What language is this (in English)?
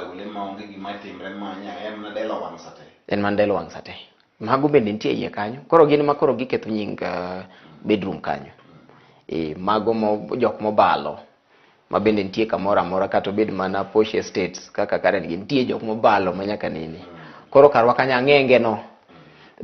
Luo (Kenya and Tanzania)